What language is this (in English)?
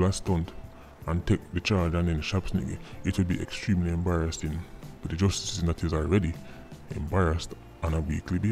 Jamaican Creole English